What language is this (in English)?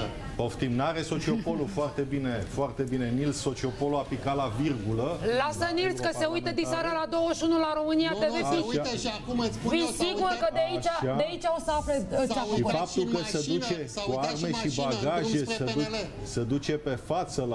Romanian